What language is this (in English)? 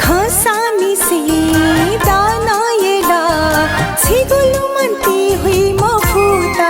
Newari